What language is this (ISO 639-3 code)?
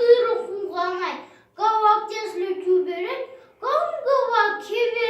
chv